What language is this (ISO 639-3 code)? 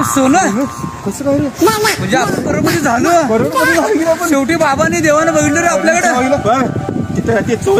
mar